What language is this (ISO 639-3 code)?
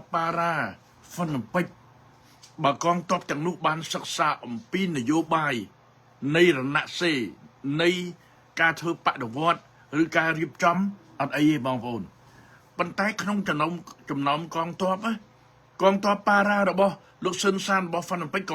khm